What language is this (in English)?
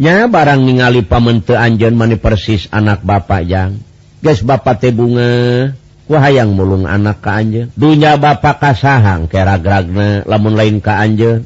Sundanese